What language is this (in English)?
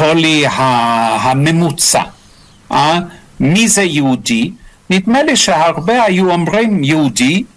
Hebrew